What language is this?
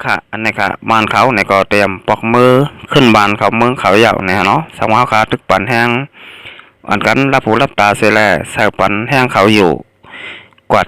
Shan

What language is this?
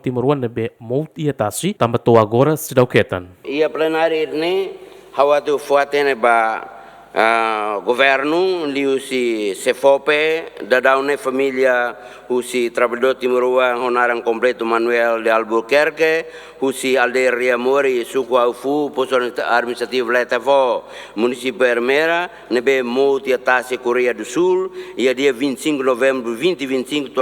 Tetum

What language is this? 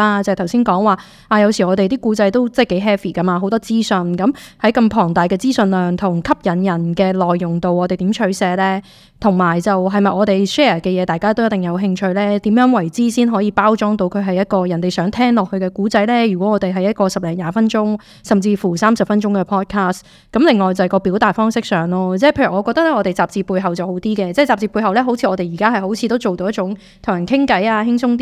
Cantonese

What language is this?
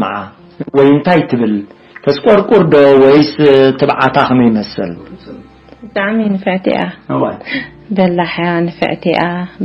Tigrinya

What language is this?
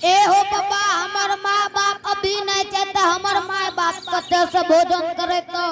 Angika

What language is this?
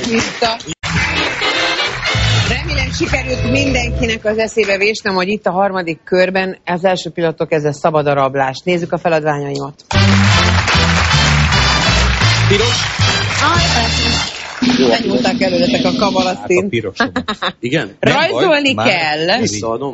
Hungarian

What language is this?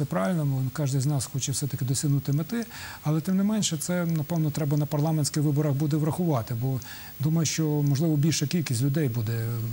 Ukrainian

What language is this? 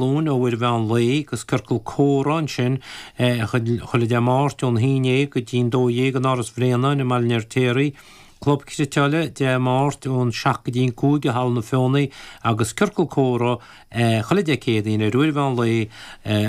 Irish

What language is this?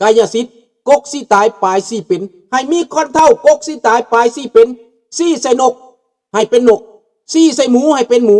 Lao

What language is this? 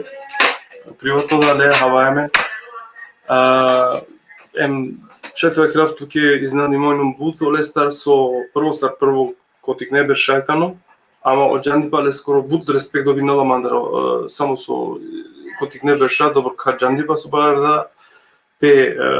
Balkan Romani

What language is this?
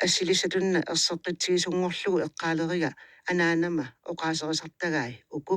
Kalaallisut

